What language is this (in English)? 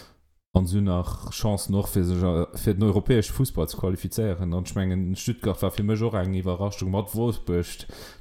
Luxembourgish